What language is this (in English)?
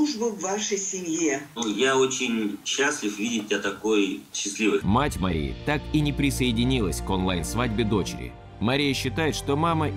Russian